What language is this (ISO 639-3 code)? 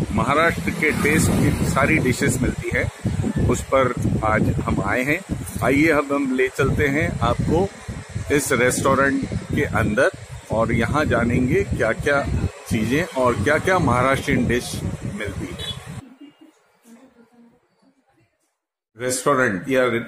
hin